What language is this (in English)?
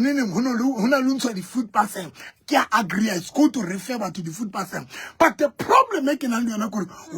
Southern Sotho